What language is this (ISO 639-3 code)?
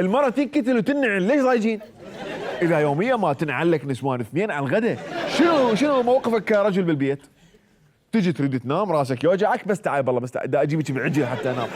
acm